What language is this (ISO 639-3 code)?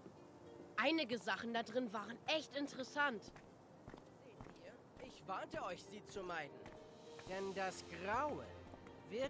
deu